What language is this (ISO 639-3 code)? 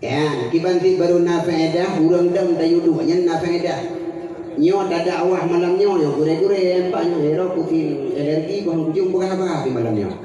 ace